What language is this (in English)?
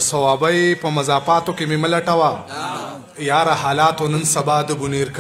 Pashto